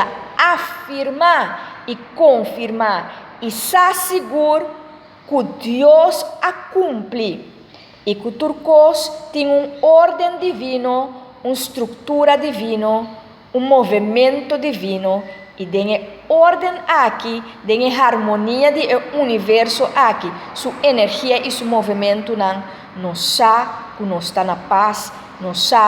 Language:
Papiamento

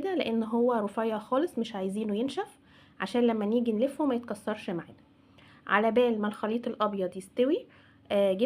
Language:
Egyptian Arabic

